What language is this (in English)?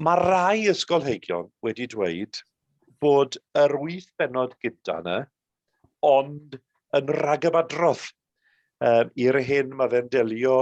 Welsh